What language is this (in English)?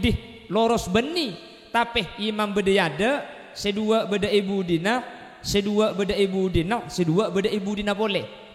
Madurese